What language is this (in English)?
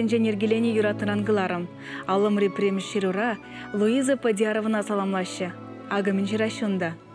Chuvash